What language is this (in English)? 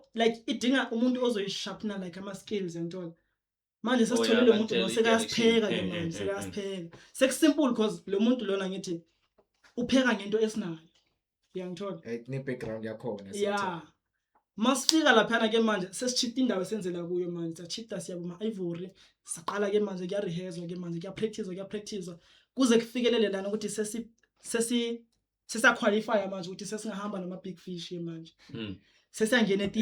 Zulu